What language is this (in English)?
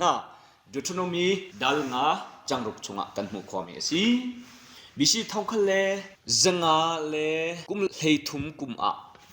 Hakha Chin